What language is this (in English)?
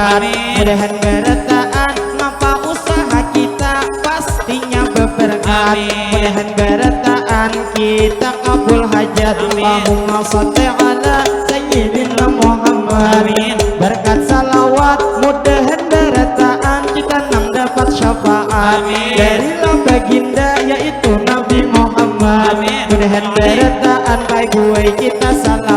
Banjar